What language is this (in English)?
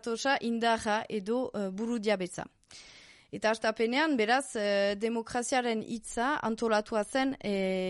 Basque